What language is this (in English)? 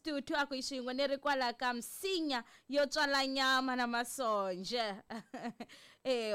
Tsonga